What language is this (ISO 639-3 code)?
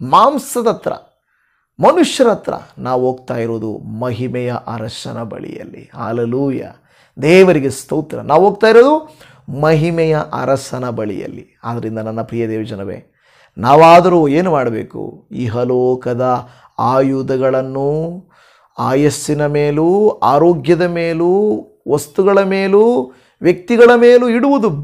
kan